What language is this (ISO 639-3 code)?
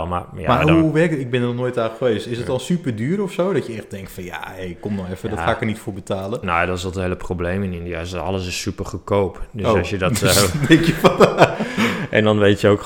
nld